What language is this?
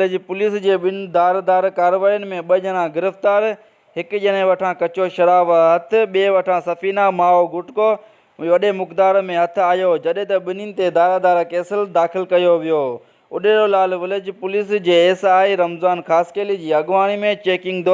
Sindhi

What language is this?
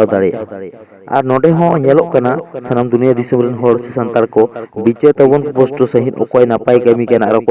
Santali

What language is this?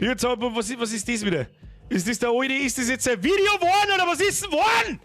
Bavarian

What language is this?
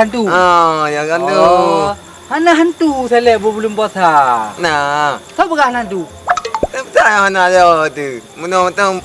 Achinese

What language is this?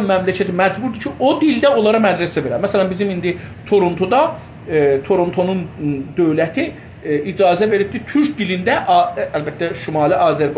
South Azerbaijani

